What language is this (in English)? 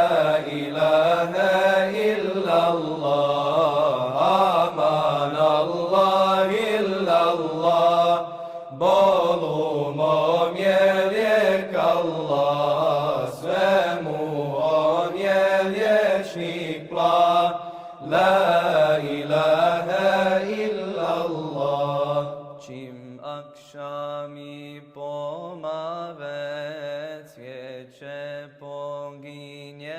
Bosnian